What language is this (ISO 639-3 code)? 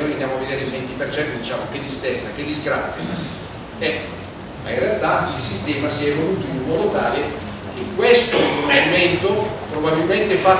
ita